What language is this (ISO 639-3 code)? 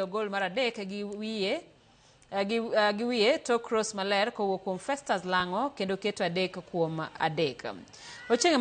luo